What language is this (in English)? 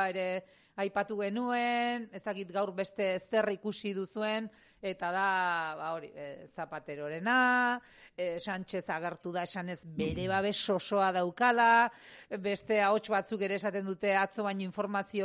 Basque